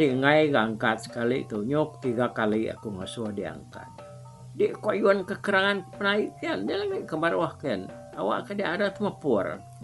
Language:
Iban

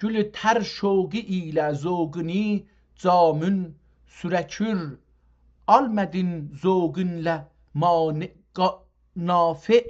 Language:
South Azerbaijani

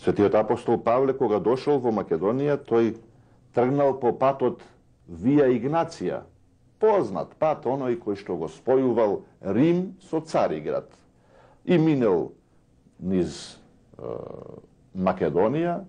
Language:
Macedonian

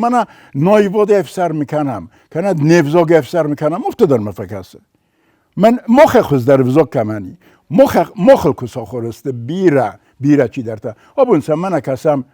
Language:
Ossetic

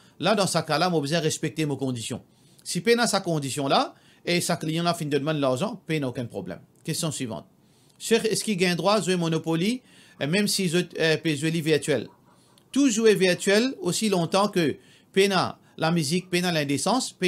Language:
Morisyen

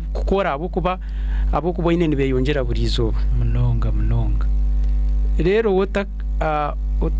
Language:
Nyankole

